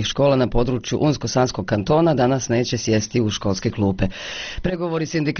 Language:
Bosnian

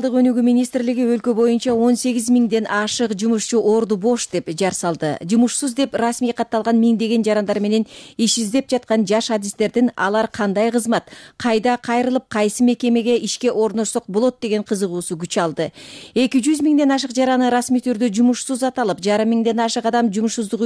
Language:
Kyrgyz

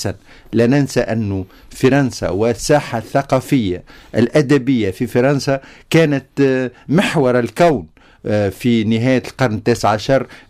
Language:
Tunisian Arabic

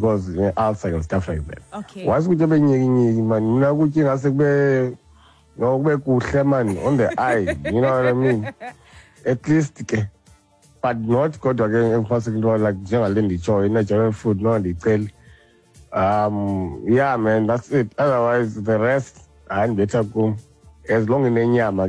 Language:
Xhosa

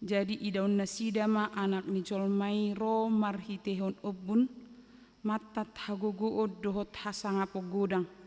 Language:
Batak Toba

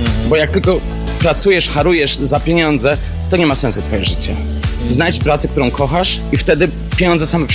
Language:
Polish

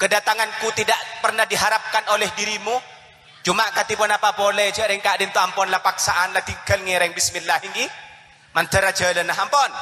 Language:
Madurese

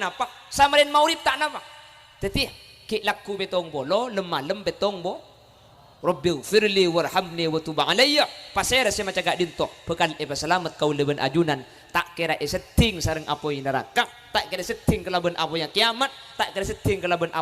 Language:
Madurese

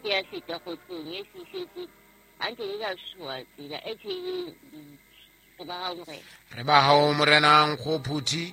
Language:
Southern Sotho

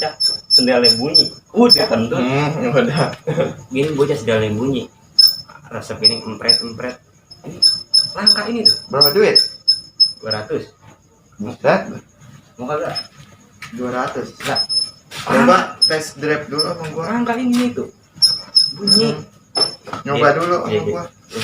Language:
Betawi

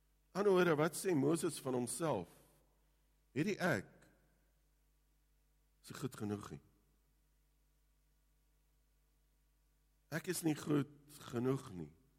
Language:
Afrikaans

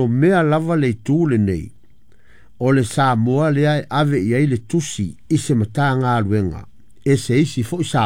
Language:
Samoan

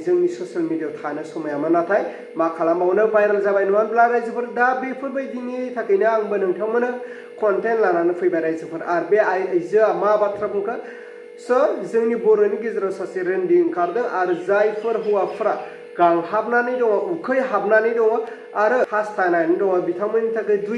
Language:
Bodo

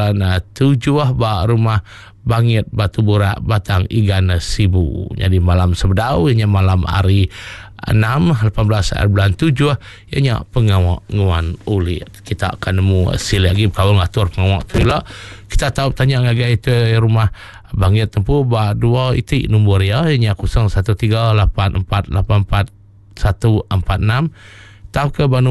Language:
Iban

